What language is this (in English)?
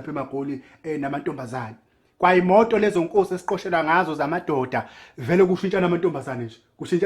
Zulu